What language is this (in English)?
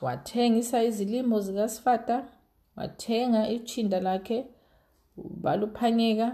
North Ndebele